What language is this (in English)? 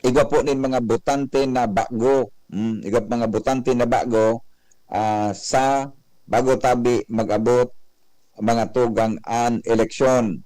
Bikol